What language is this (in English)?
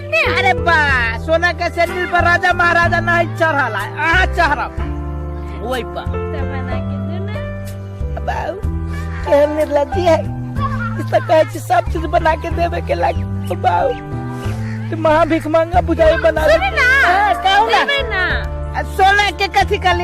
Maithili